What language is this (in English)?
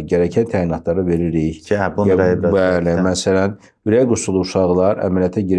Azerbaijani